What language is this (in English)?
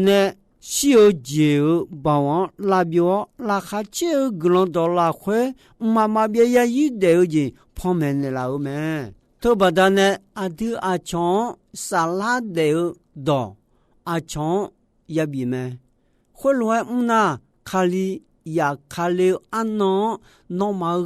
Akha